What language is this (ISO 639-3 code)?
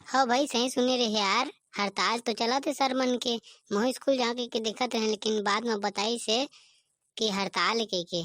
hne